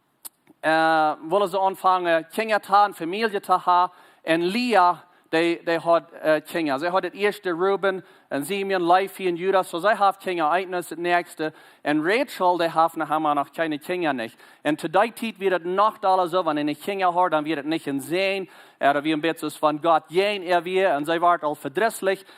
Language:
Plautdietsch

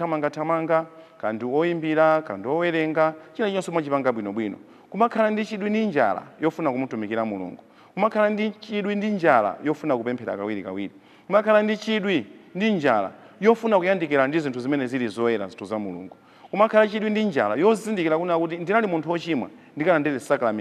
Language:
Nyanja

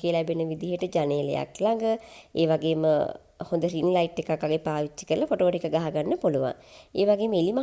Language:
Sinhala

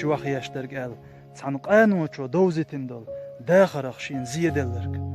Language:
Chechen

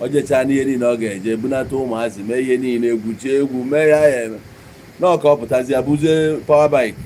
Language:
Igbo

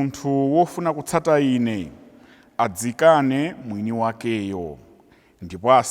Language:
Nyanja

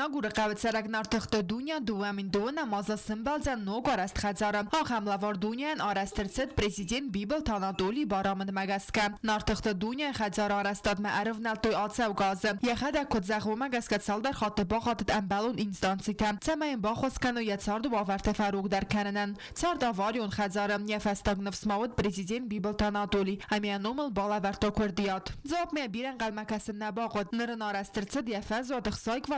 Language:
Ossetic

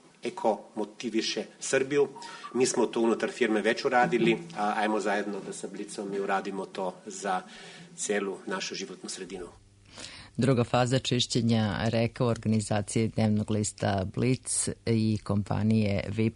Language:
Serbian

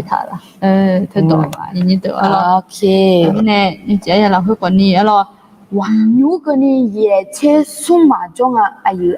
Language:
Akha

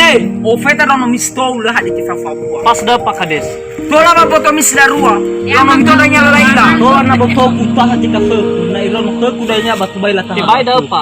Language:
Nias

